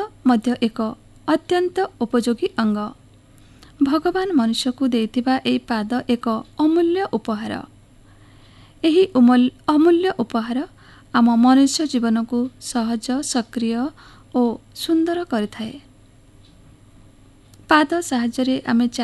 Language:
Odia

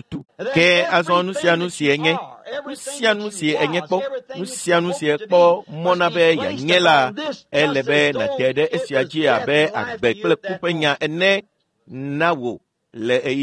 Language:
Ewe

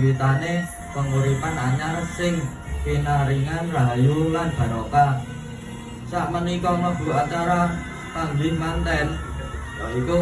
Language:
Javanese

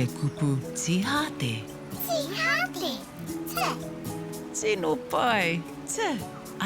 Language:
Māori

